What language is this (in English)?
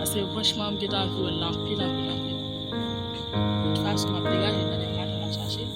Haitian Creole